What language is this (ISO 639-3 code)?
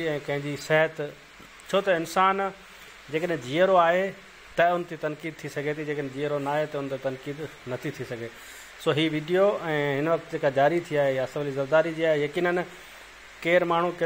snd